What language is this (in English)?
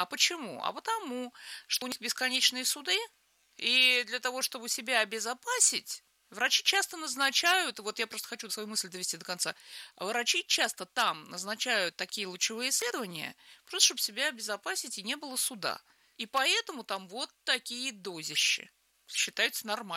Russian